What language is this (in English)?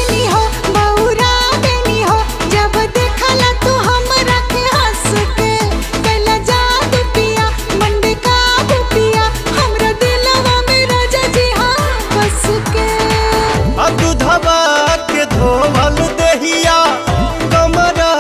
Bhojpuri